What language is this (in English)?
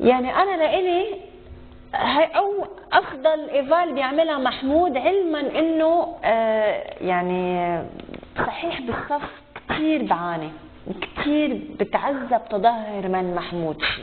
North Levantine Arabic